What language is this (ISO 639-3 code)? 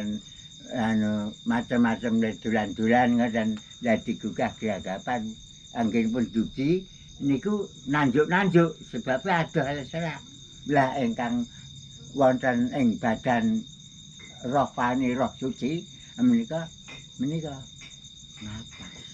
jav